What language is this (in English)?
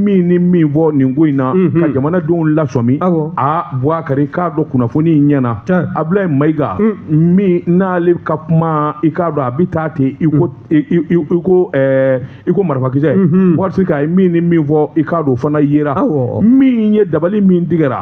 Bambara